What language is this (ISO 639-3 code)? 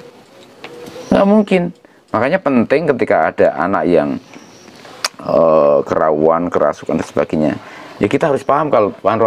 ind